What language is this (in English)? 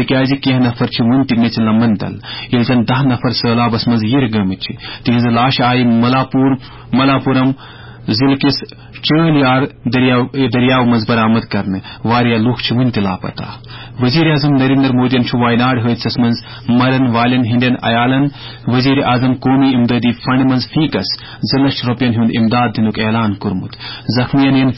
Kashmiri